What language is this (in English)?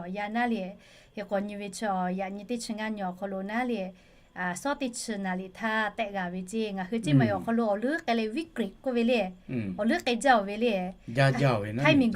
Lahu